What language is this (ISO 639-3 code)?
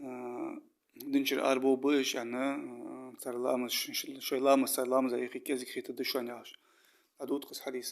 inh